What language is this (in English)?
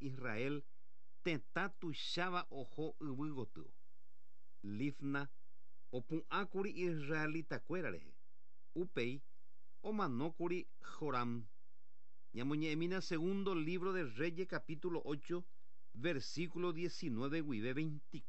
Guarani